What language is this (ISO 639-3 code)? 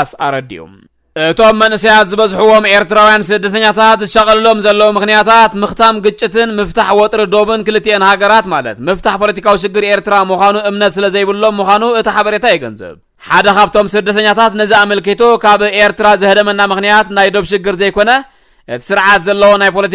tir